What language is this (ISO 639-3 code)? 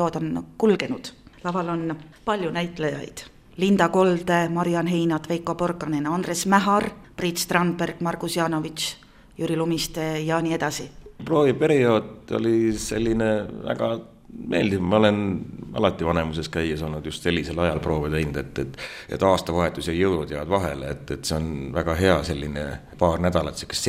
est